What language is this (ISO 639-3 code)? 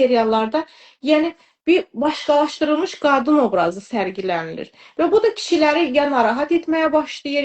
aze